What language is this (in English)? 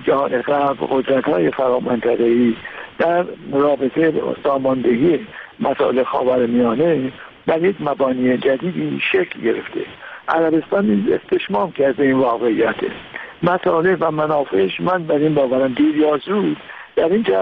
Persian